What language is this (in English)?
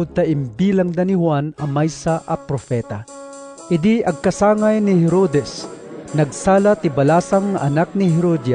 Iloko